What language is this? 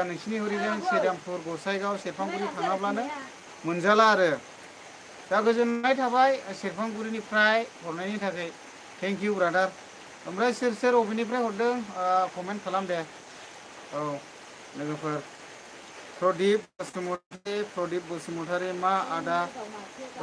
Bodo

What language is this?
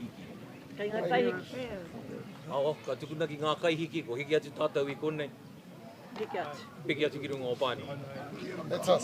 Māori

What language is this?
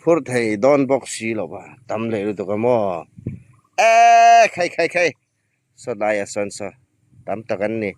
Hmar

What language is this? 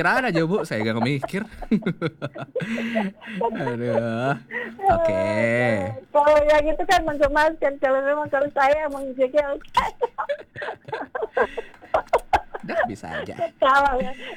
Indonesian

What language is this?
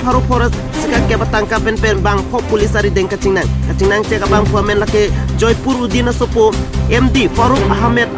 Karbi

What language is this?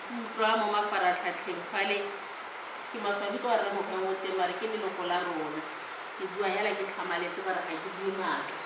Tswana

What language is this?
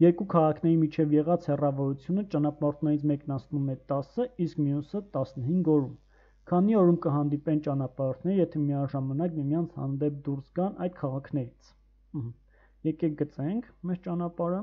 Armenian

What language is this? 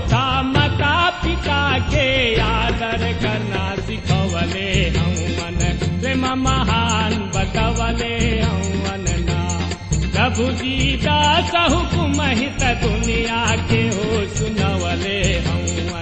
Bhojpuri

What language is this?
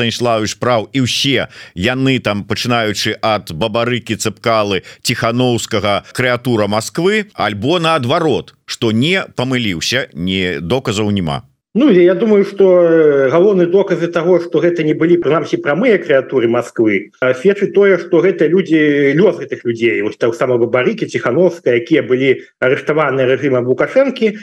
Belarusian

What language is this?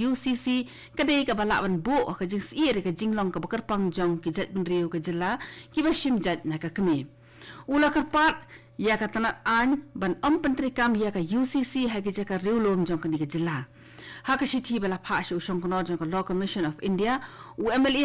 Khasi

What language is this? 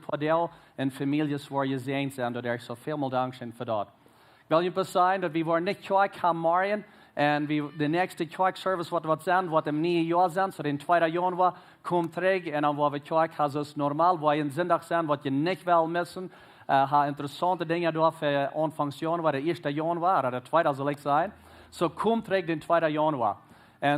Plautdietsch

